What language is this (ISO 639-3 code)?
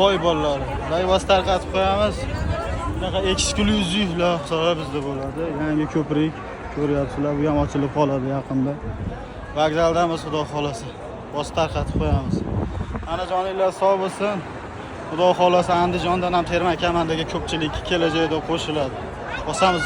uzb